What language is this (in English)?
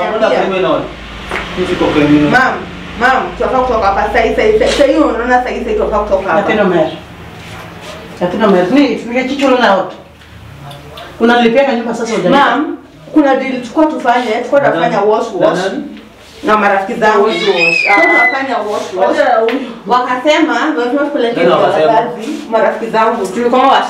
Swahili